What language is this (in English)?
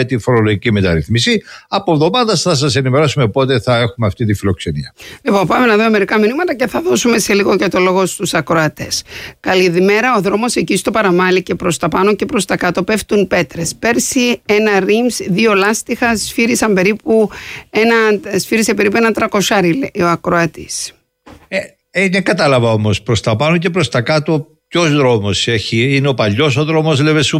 Greek